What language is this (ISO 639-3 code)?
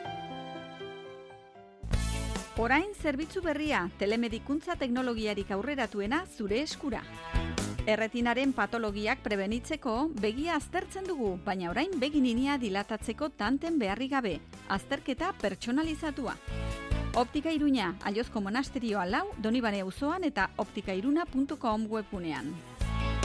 eus